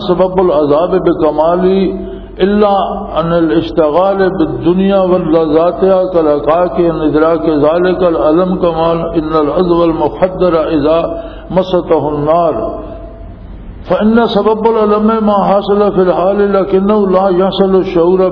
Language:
Urdu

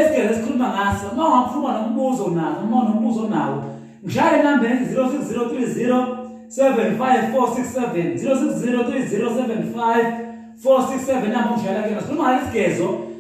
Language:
Zulu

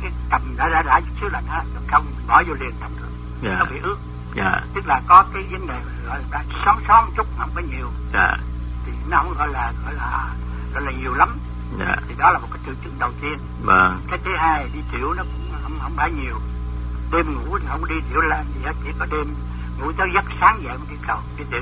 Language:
Vietnamese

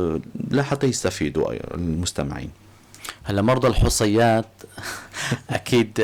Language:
North Levantine Arabic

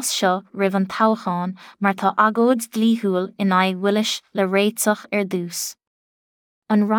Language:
Irish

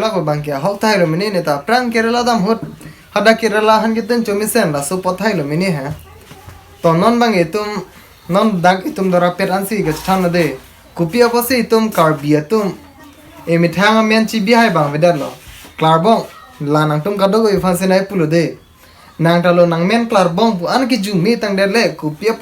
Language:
Karbi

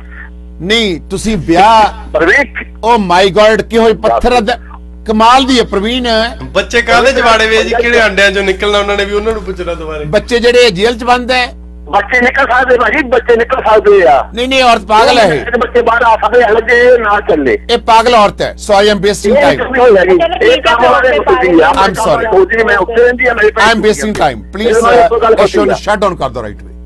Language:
Punjabi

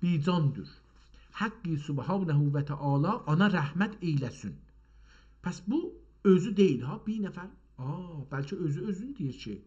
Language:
South Azerbaijani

